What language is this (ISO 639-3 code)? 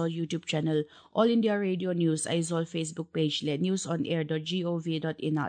lus